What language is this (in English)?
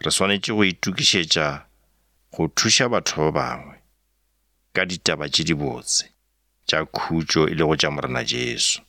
Northern Sotho